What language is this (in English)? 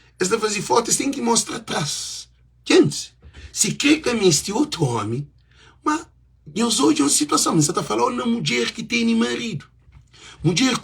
Kabuverdianu